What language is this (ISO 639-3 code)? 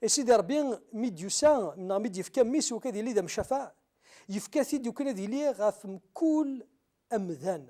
kab